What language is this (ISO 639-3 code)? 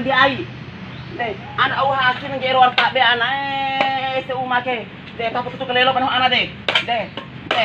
bhp